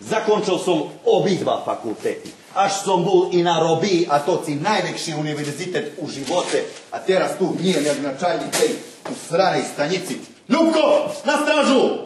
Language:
Rusyn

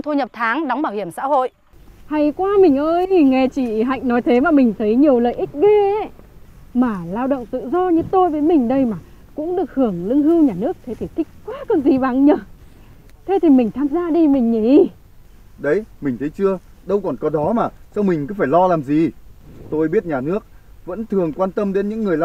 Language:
Vietnamese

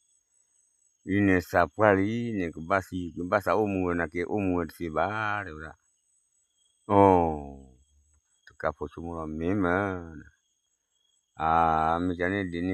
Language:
S'gaw Karen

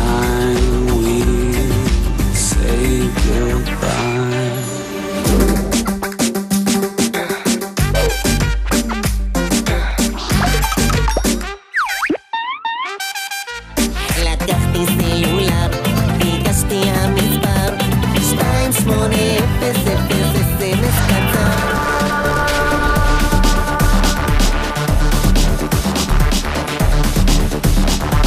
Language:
Hebrew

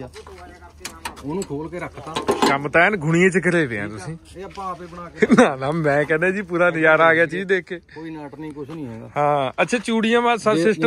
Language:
Punjabi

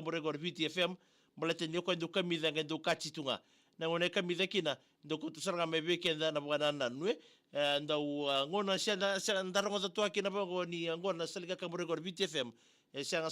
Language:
Fijian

